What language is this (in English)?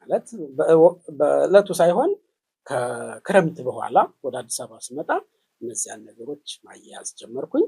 Amharic